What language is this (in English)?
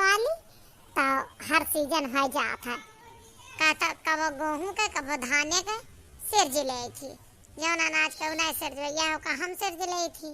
Awadhi